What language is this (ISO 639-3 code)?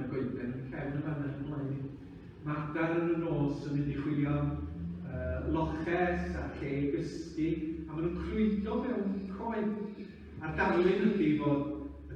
cym